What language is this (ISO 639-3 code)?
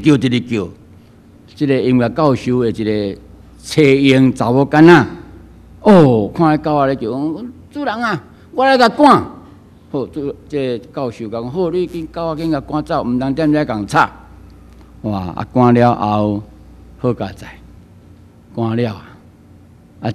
nan